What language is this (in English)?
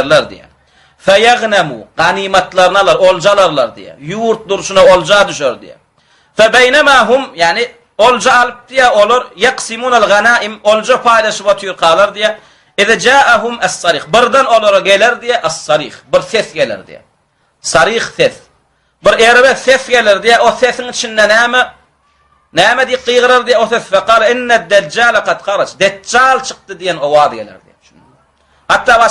Turkmen